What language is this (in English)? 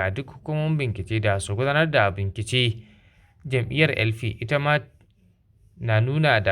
Hausa